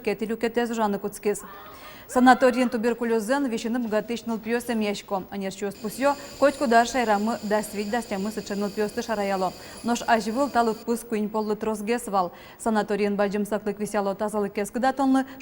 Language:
Udmurt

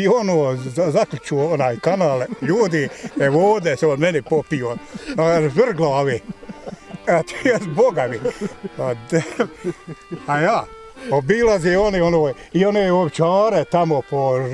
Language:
Bosnian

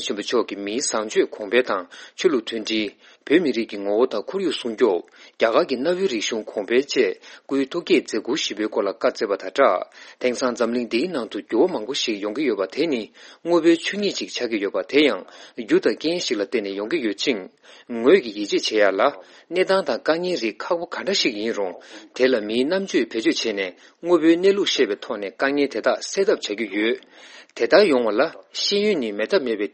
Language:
Tibetan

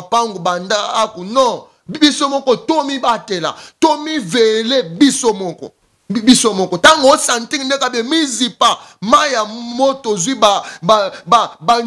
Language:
Lingala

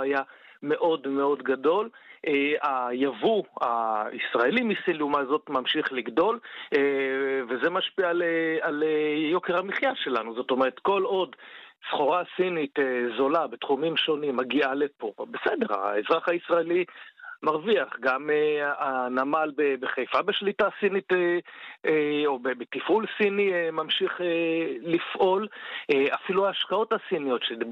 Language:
Hebrew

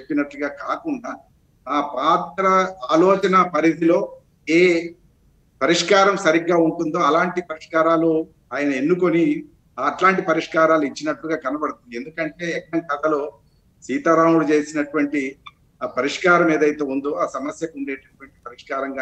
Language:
Telugu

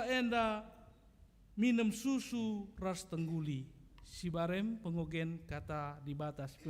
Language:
Batak Karo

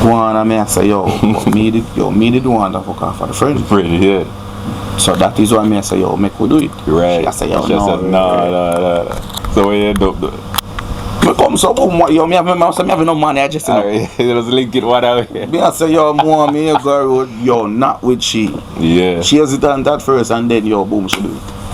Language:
Jamaican Creole English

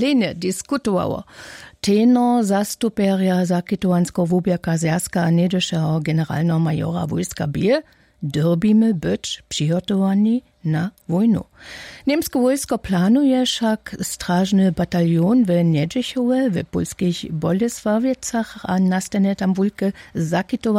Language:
Upper Sorbian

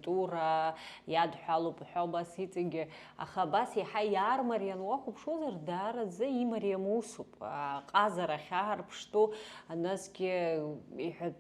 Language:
Abkhazian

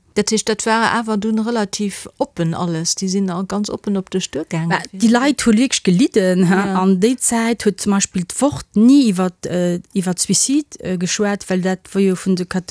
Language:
Luxembourgish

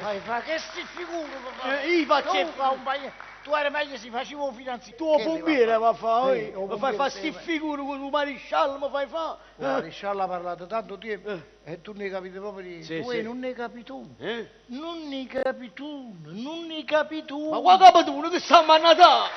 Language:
Neapolitan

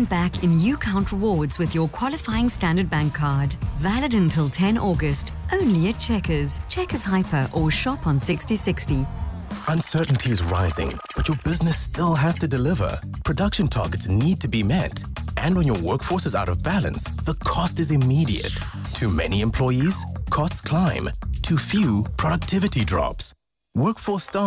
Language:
English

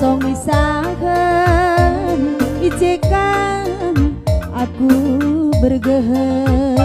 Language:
Batak Karo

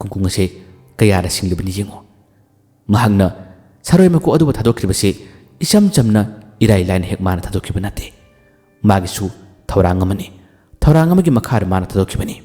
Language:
Manipuri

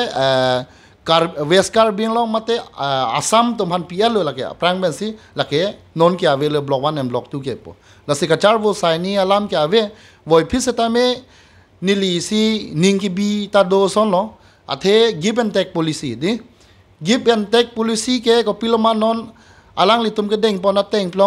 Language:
Karbi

